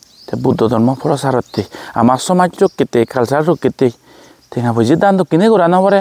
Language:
Chakma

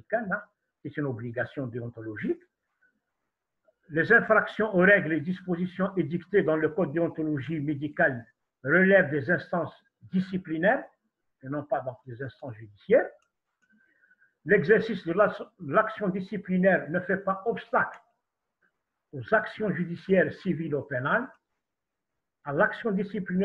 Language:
French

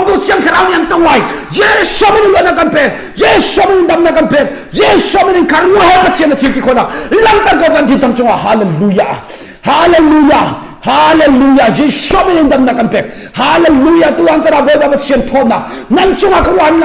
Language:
Hakha Chin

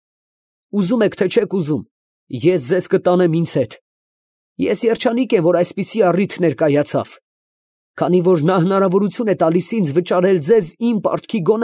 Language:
Armenian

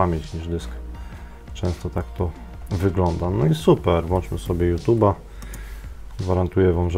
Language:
Polish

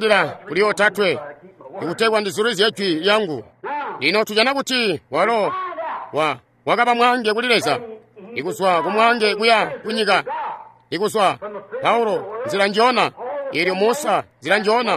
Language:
Tonga (Zambia)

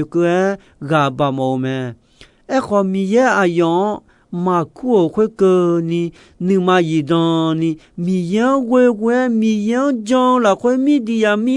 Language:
Akha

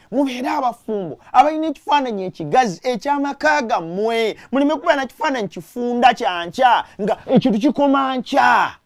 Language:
Ganda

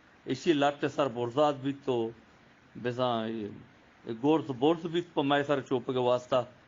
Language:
Eastern Balochi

